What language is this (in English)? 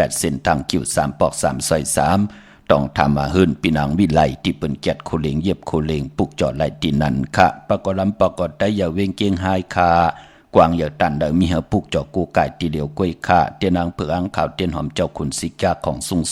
Shan